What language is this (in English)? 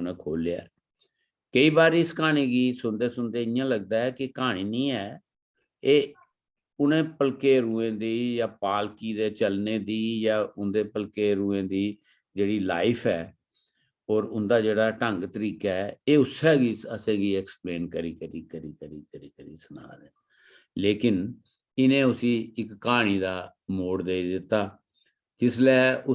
Dogri